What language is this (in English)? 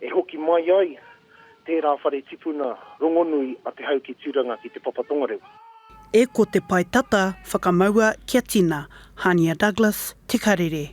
Māori